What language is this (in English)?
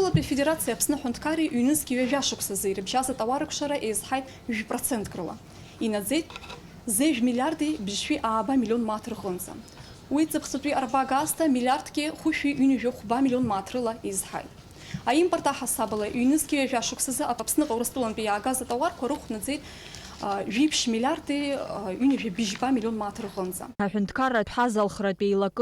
Abkhazian